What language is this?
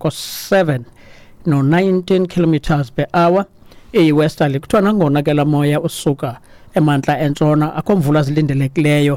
Xhosa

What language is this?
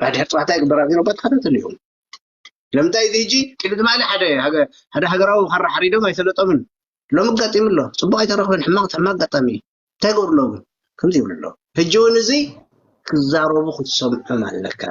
Tigrinya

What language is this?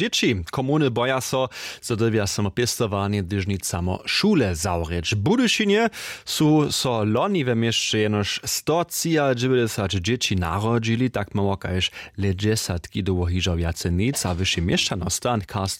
Upper Sorbian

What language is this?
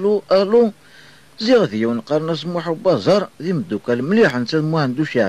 Kabyle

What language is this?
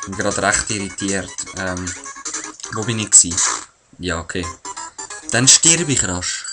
Swiss German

